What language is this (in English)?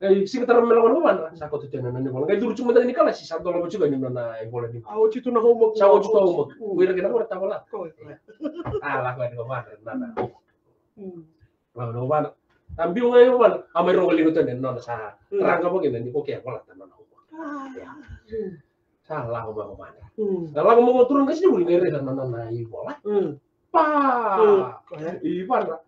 Fijian